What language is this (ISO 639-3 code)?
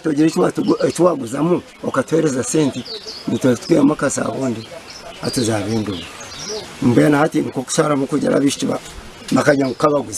nyn